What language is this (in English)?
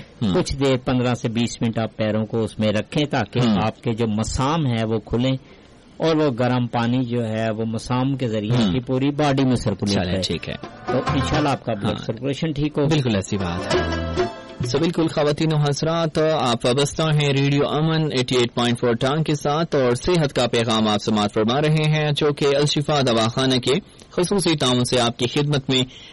Urdu